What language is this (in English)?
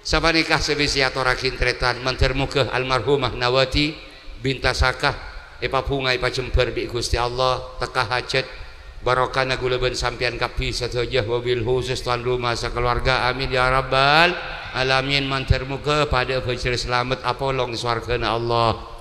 Madurese